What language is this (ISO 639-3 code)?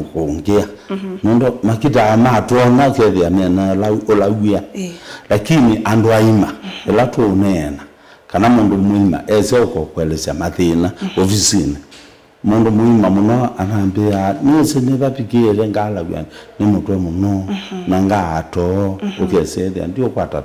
kam